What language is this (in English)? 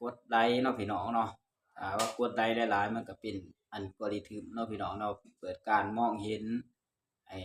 Northeastern Thai